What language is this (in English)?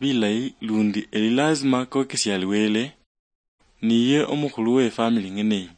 Luyia